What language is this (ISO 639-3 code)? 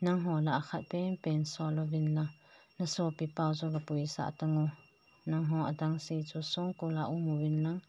tcz